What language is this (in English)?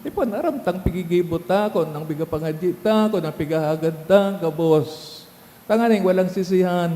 Bikol